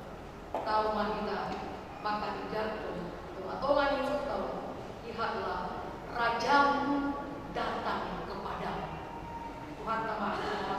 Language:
Batak Toba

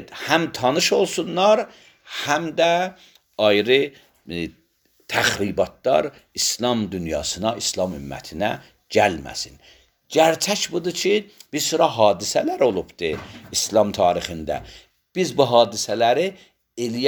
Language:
Azerbaijani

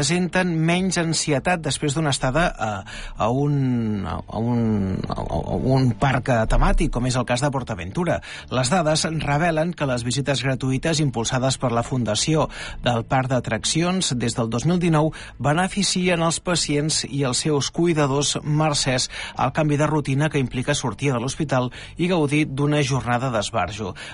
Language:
Catalan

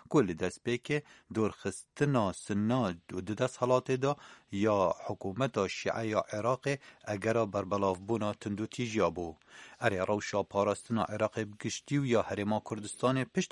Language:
Kurdish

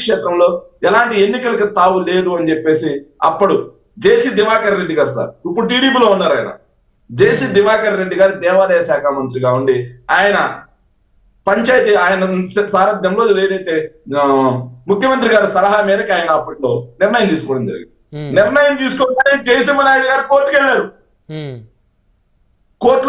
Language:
Telugu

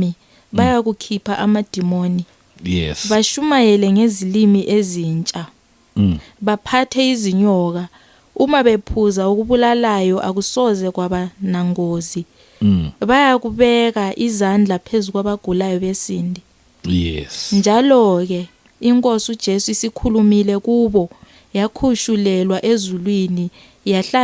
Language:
Zulu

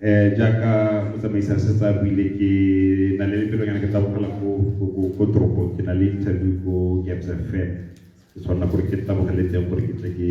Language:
Tswana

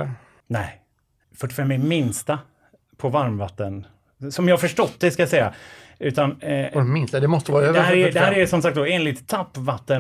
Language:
Swedish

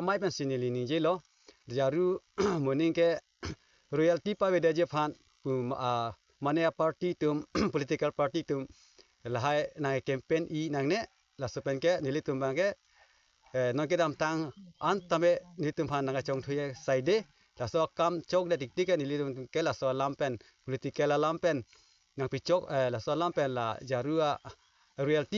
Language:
Karbi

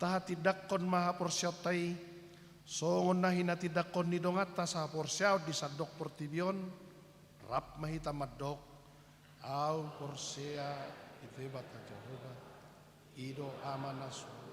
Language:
Batak Toba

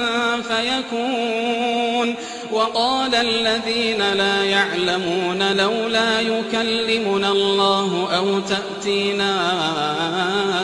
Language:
Arabic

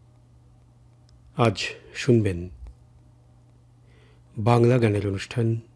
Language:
Bangla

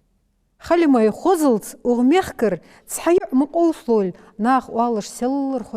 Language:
Ingush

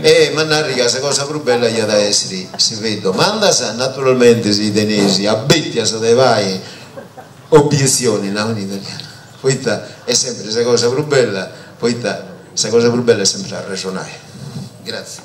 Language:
Sardinian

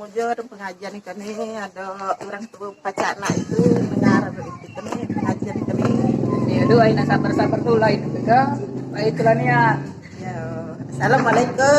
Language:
Musi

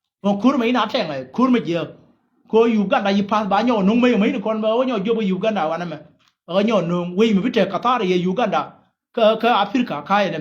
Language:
Nuer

